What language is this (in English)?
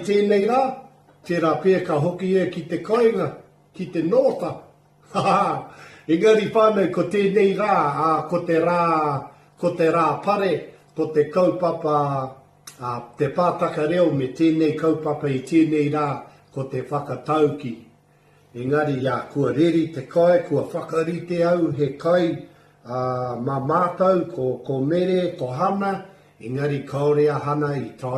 Māori